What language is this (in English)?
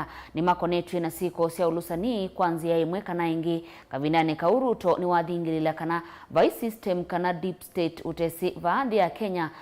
Kamba